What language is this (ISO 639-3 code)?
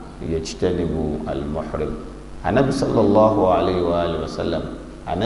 yor